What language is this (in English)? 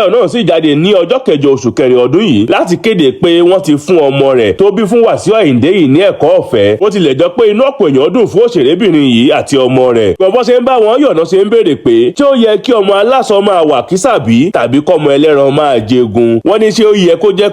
Yoruba